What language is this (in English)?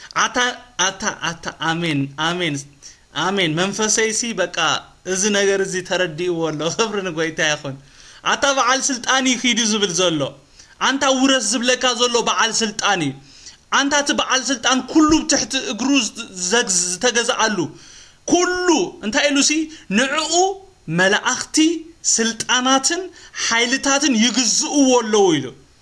Tigrinya